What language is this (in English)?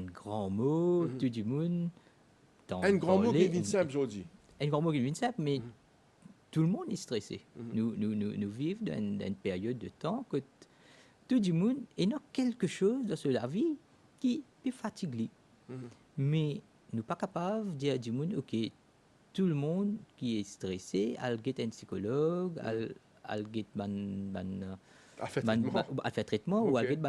Morisyen